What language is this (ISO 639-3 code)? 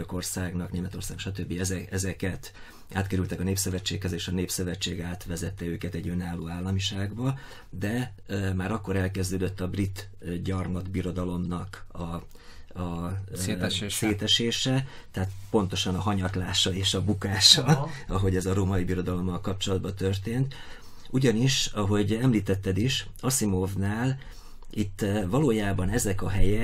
hun